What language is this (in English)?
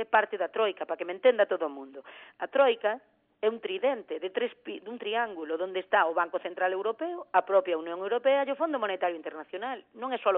Galician